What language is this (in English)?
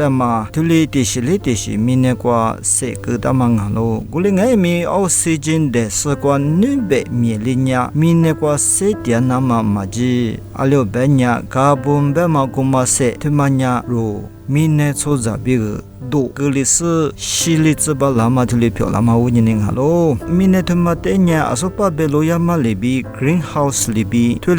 Lisu